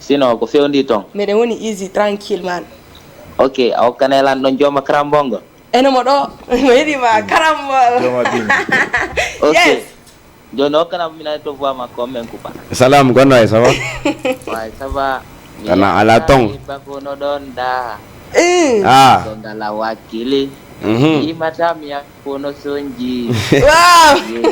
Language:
Fula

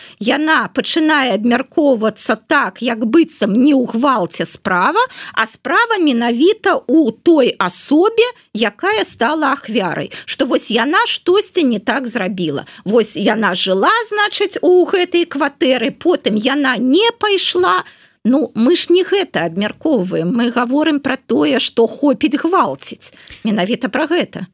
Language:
Belarusian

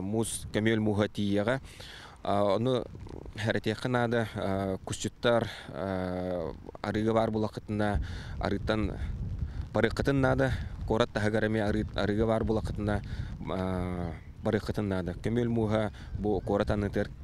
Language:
Yakut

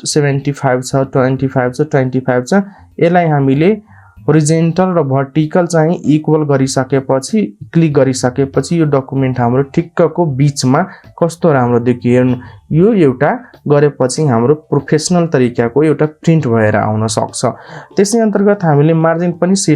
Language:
Nepali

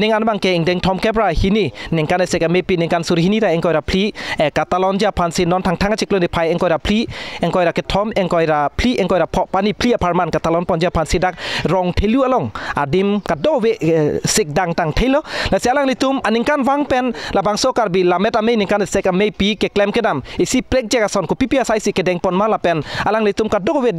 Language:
Karbi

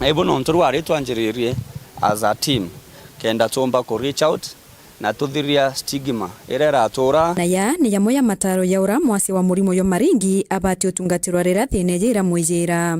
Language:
Meru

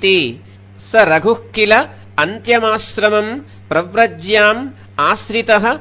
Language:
Sanskrit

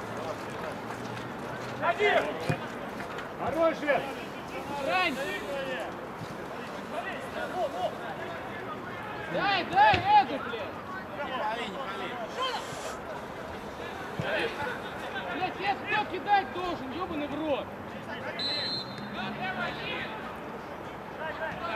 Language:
Russian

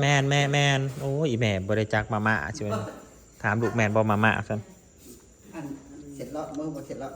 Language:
Northeastern Thai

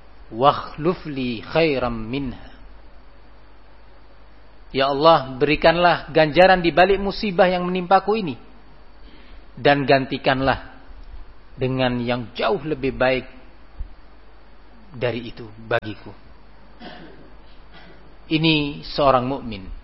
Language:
Indonesian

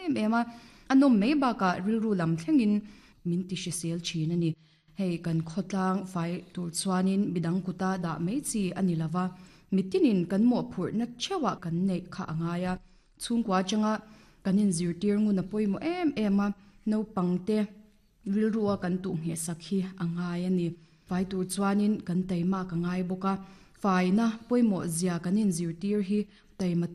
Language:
Mizo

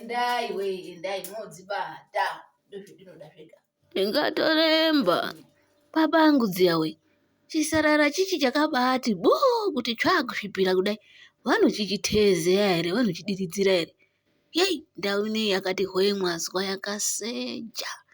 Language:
Ndau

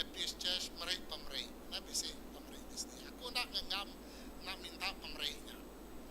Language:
Iban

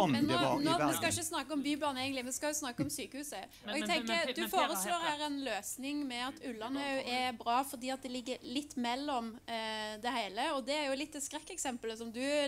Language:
Norwegian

